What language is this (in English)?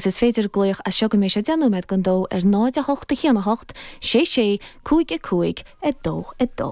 Irish